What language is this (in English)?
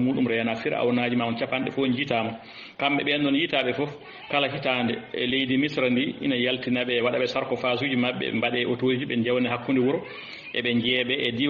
Fula